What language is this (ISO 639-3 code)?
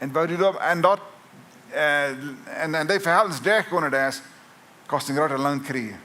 pdt